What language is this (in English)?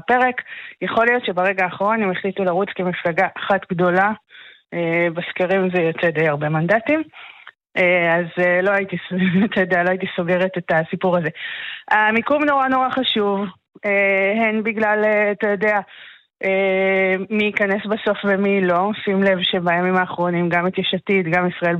Hebrew